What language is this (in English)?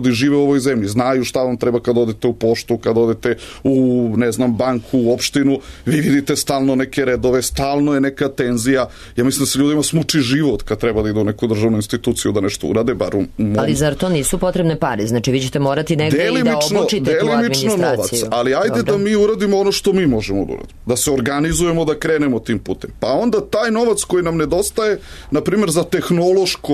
Serbian